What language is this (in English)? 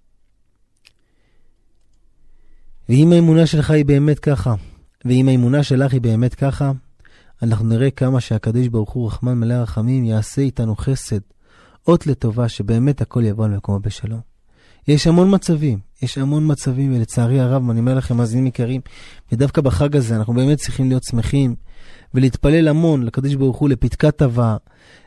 Hebrew